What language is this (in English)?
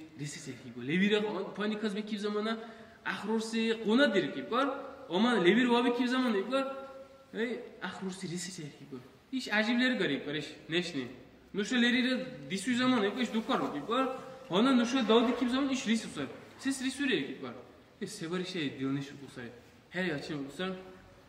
Dargwa